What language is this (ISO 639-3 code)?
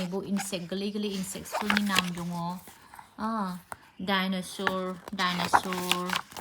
brx